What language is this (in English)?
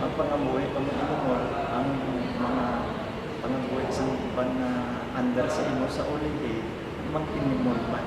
Hiligaynon